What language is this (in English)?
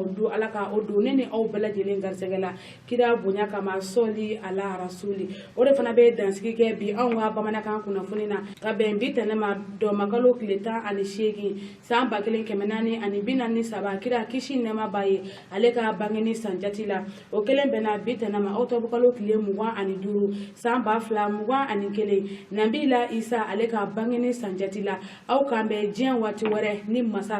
Bambara